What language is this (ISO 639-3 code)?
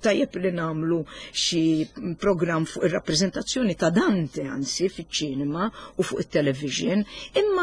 mlt